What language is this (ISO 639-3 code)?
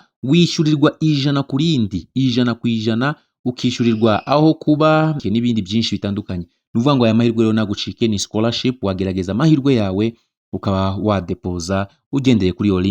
kin